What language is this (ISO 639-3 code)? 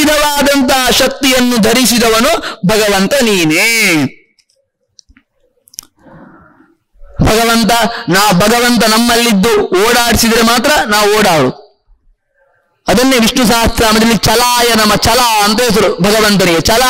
kan